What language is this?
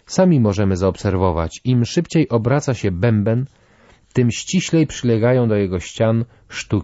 Polish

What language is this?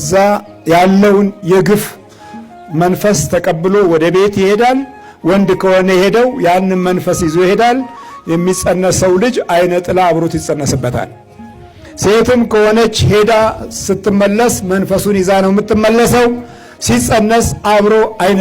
Amharic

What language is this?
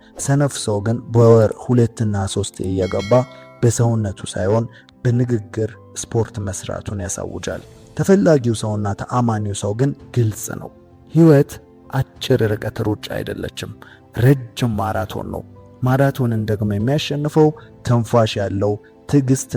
Amharic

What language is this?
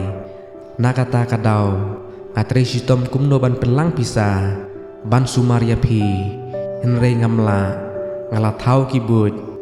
Khasi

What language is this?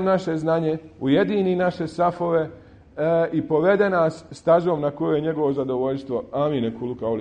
Bosnian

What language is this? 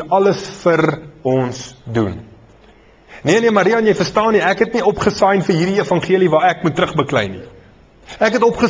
Afrikaans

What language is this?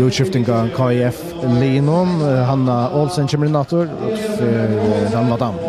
Faroese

